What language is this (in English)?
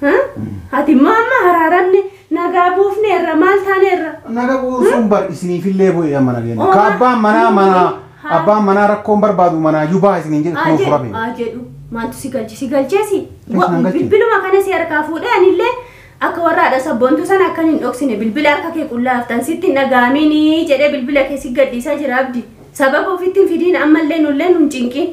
Oromo